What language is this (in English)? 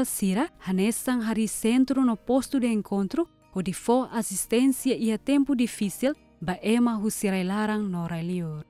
Tetum